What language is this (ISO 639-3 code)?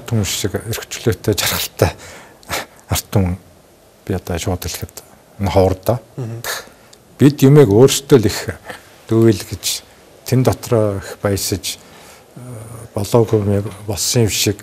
mon